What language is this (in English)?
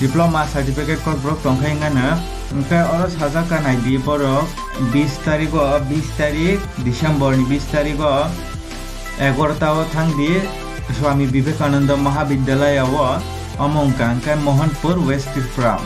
Kok Borok